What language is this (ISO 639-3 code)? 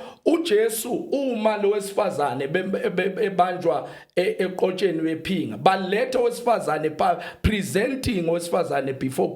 zul